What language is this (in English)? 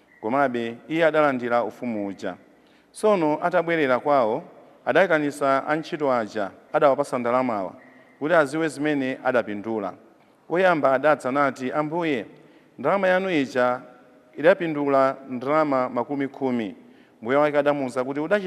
Nyanja